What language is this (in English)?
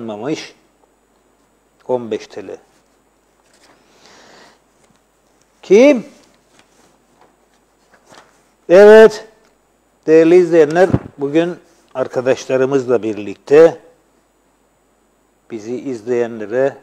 Turkish